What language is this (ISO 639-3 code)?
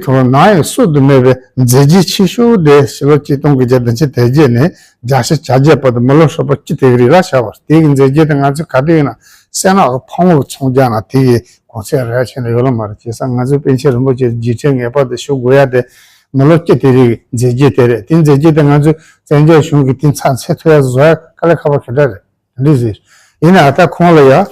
bod